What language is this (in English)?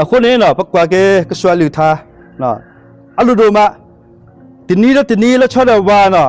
S'gaw Karen